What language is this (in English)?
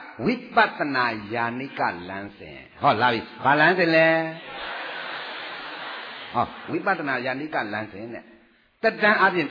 Burmese